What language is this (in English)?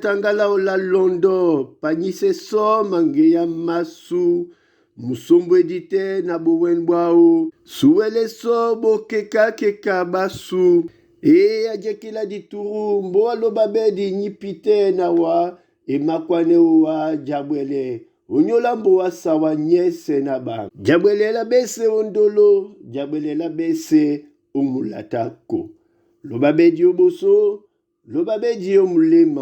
Duala